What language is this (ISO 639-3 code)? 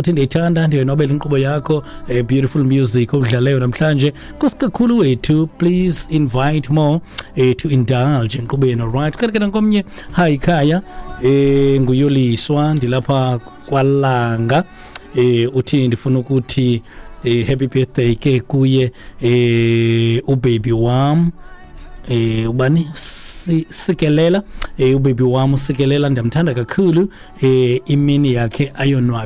xho